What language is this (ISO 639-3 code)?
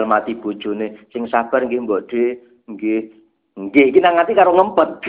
jav